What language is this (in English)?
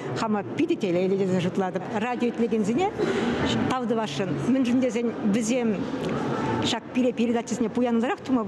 Chuvash